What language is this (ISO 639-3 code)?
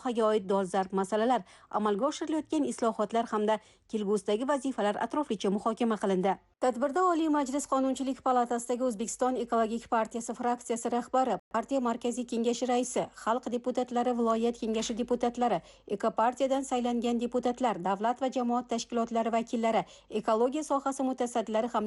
uzb